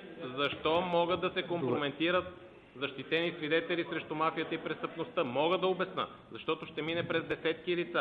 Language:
Bulgarian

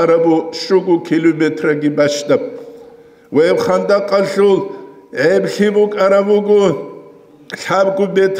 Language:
Avaric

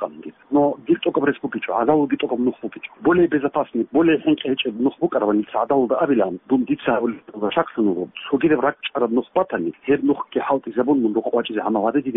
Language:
Avaric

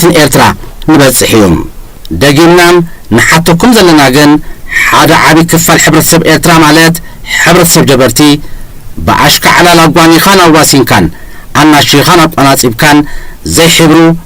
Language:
Tigrinya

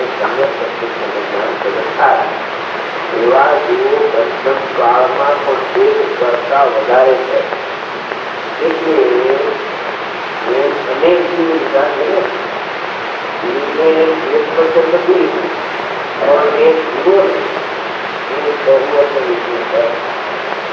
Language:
Gujarati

